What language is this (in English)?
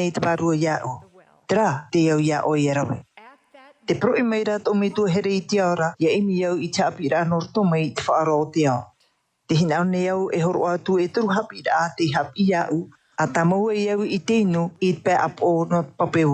Tahitian